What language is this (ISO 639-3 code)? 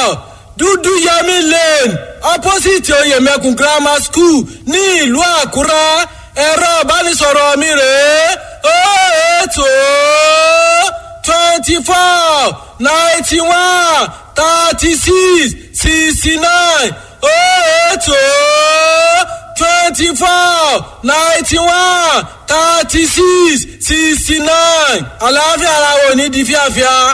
yor